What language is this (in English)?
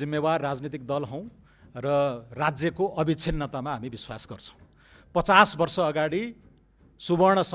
Nepali